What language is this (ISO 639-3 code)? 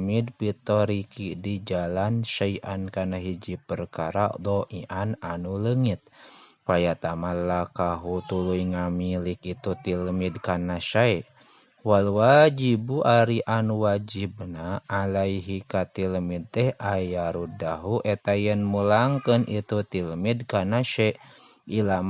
sun